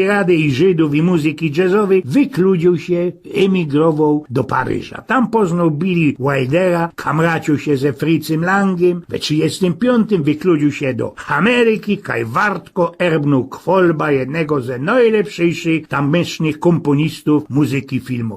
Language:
Silesian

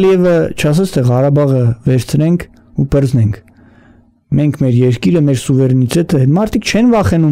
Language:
Armenian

